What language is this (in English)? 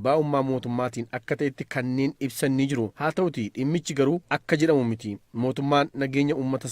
Oromo